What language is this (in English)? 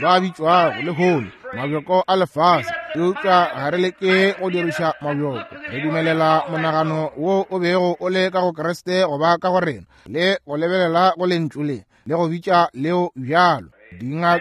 Northern Sotho